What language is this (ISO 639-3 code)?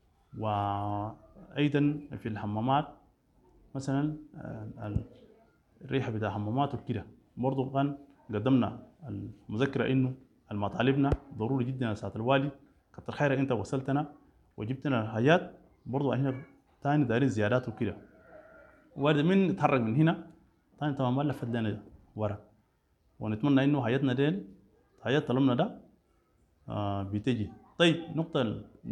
apd